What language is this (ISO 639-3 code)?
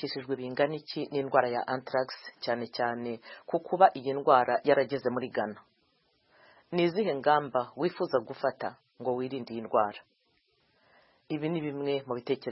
kin